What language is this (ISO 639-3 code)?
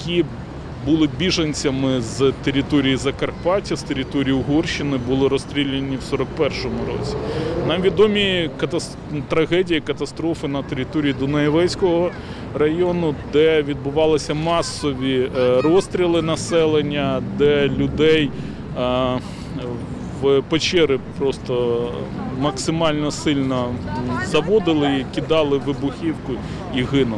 ukr